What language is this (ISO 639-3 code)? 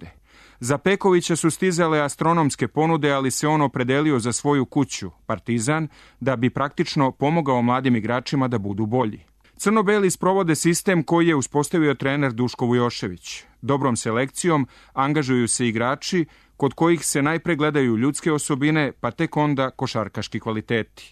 srp